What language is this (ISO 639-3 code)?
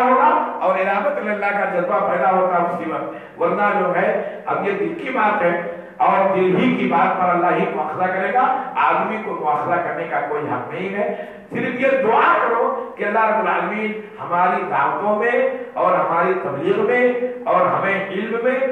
urd